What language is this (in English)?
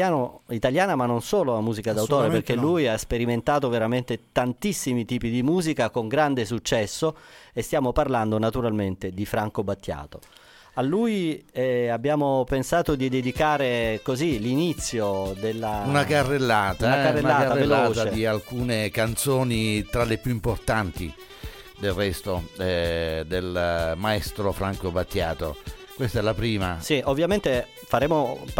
Italian